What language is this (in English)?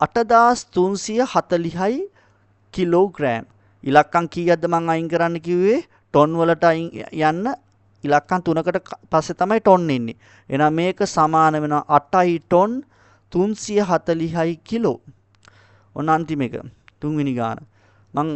Sinhala